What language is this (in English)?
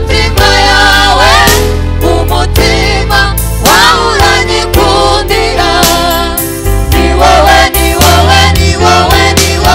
Kinyarwanda